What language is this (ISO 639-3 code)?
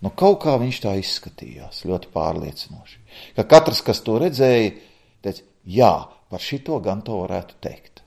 lav